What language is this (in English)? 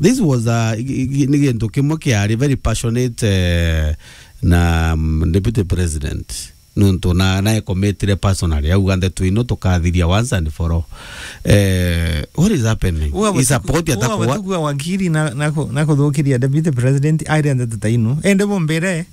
Meru